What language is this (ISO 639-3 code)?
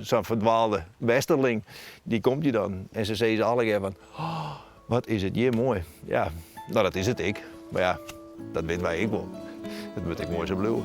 fry